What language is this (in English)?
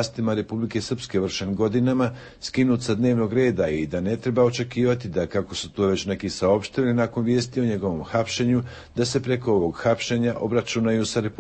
Serbian